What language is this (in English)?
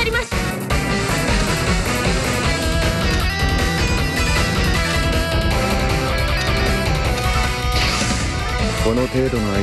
Japanese